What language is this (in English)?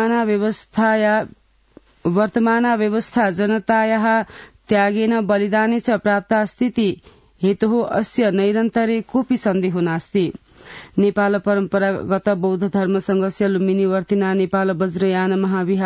Sanskrit